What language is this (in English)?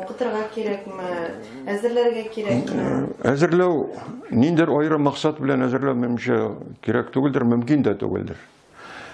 Tatar